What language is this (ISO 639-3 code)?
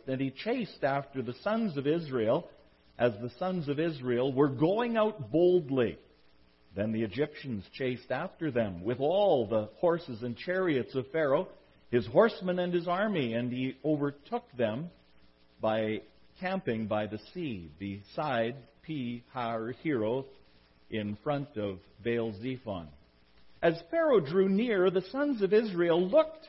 eng